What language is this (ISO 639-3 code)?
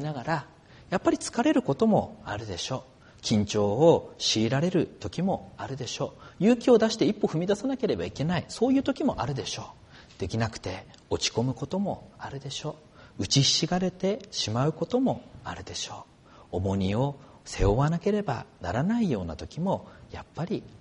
jpn